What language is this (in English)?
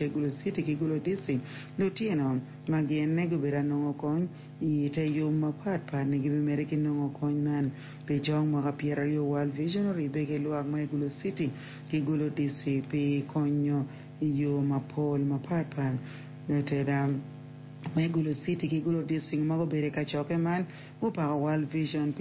Acoli